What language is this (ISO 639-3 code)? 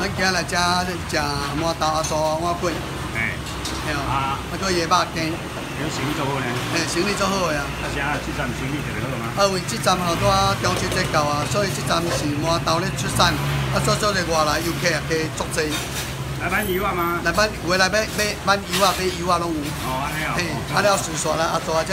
nan